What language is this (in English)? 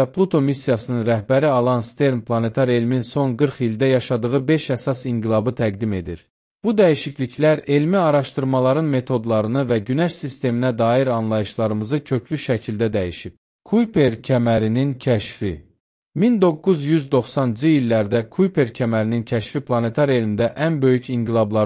Azerbaijani